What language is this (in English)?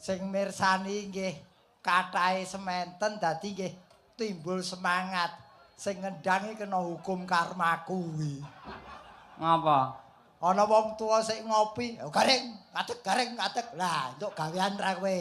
Javanese